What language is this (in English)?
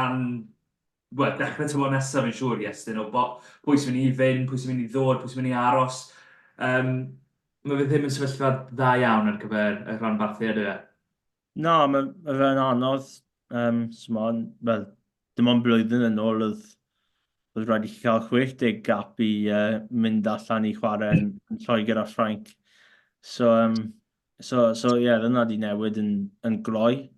Welsh